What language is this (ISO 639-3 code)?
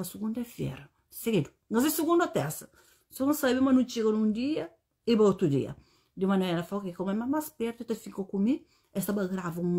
kea